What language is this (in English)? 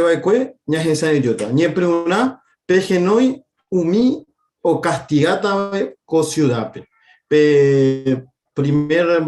Guarani